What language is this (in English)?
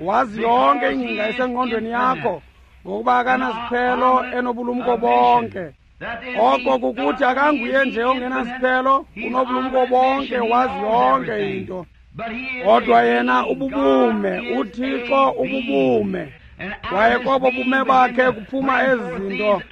Xhosa